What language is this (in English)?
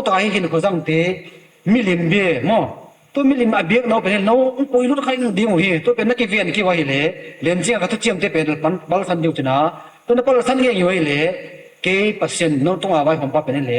Tedim Chin